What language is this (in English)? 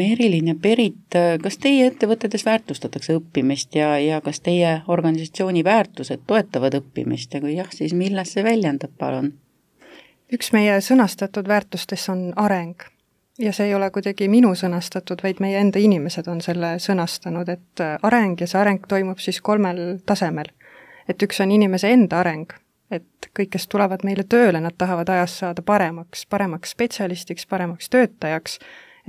Estonian